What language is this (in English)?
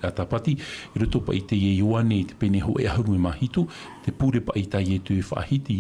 Tahitian